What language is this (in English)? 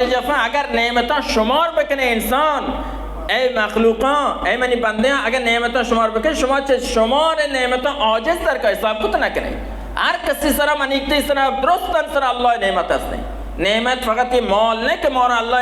Baluchi